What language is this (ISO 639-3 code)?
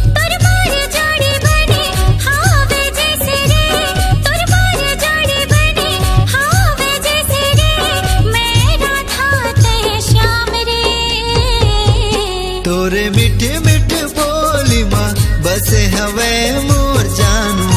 hne